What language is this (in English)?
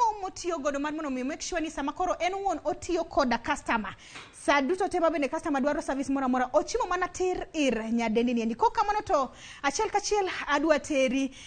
Luo (Kenya and Tanzania)